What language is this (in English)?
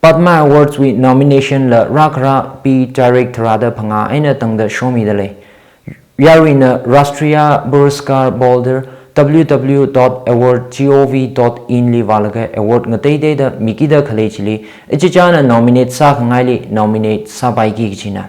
Tangkhul Naga (India)